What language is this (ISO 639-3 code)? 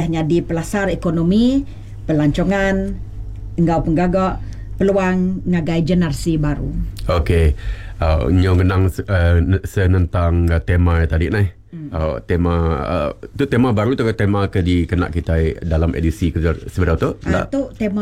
iba